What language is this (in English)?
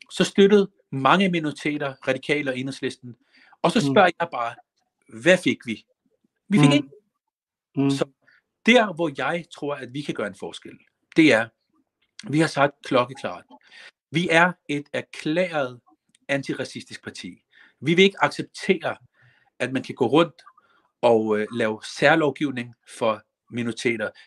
Danish